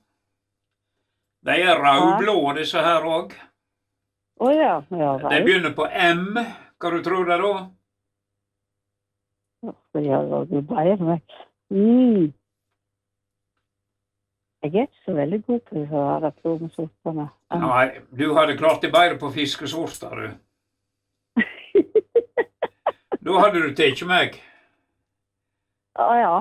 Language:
Norwegian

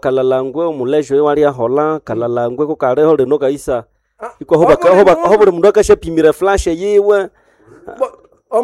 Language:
Nande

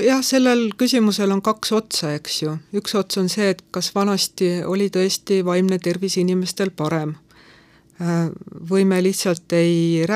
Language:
Estonian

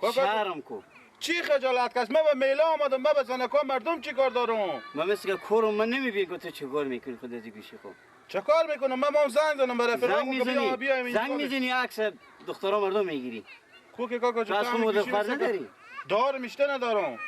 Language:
Persian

